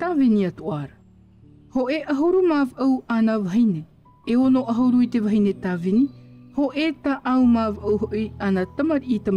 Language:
Tahitian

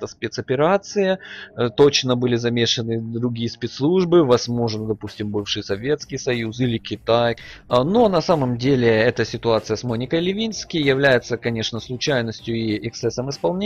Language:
Russian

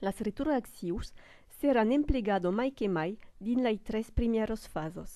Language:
Occitan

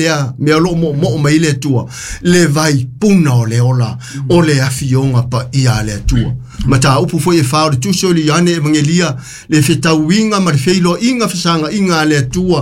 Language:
Samoan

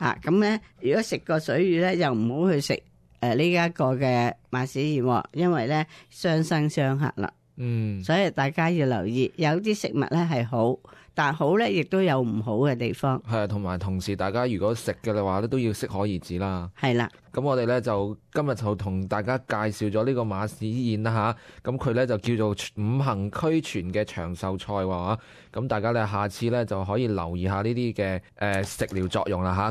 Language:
Cantonese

